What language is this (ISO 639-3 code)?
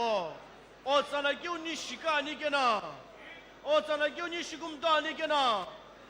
nsm